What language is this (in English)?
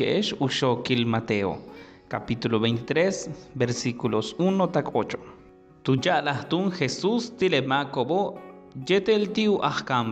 Yucateco